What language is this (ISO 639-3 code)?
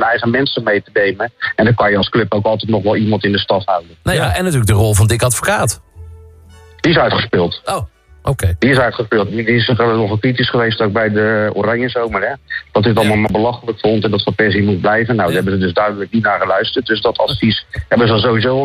nld